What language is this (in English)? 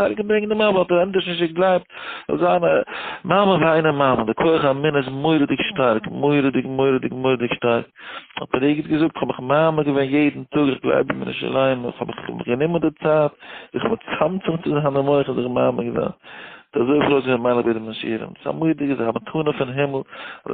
Yiddish